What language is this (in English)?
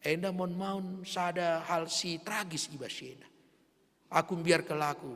Batak Karo